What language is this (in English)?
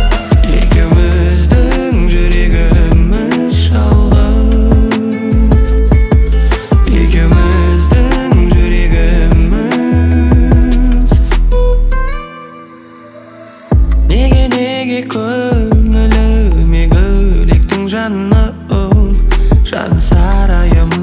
Kazakh